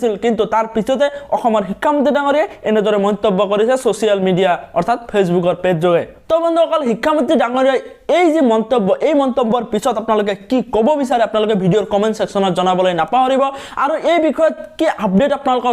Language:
Assamese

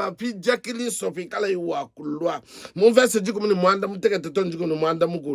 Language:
Luba-Lulua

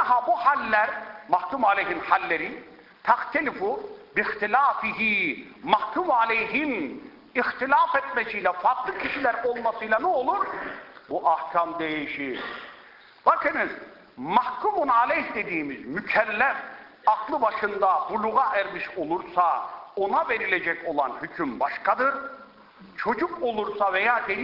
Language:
Turkish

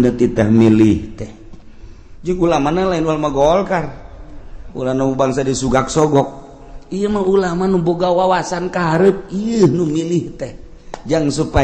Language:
Sundanese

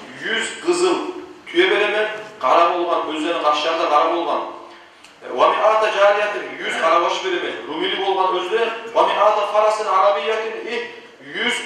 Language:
Kumyk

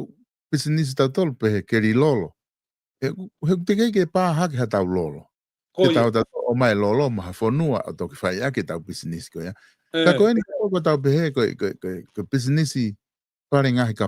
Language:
Tongan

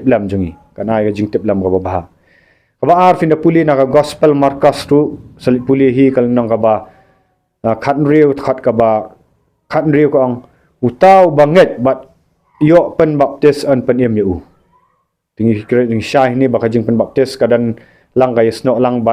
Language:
Khasi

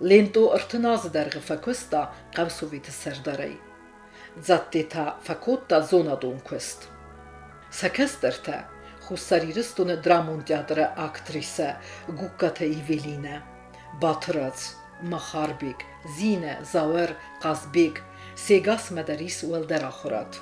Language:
Ossetic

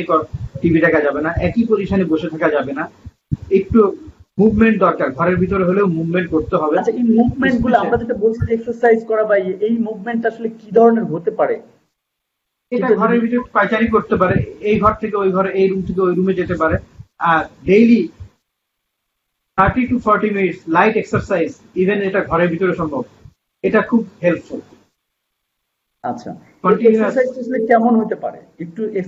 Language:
Bangla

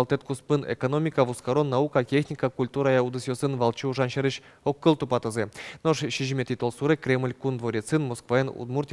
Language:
Udmurt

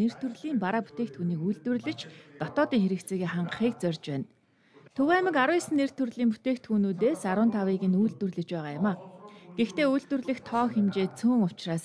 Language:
Mongolian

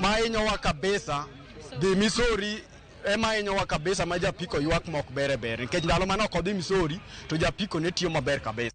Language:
Luo (Kenya and Tanzania)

